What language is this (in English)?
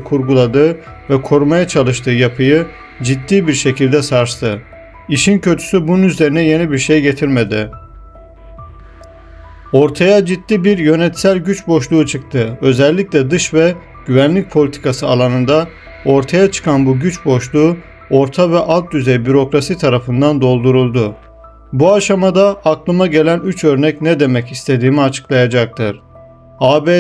Turkish